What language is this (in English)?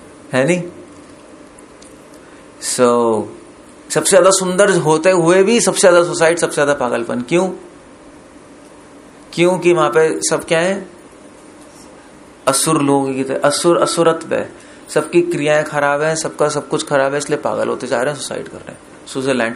Hindi